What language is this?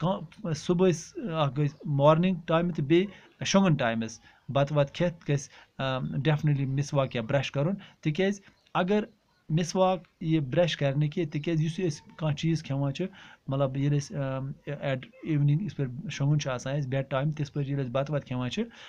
Kashmiri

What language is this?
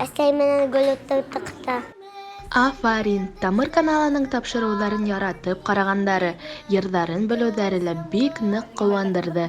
Bashkir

